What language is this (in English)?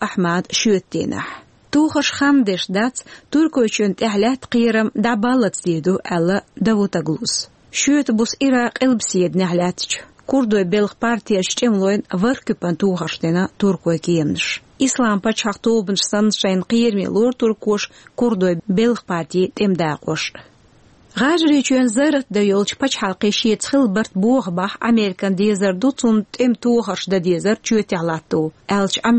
Chechen